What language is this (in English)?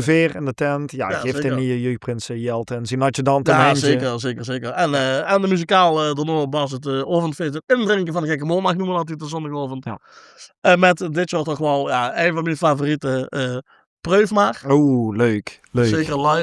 Limburgish